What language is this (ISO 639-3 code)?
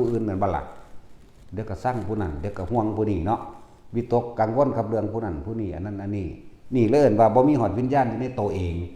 tts